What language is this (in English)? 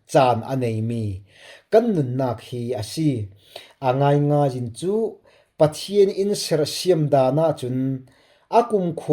Falam Chin